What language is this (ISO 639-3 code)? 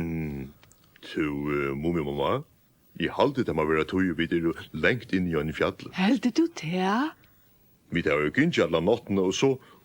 fao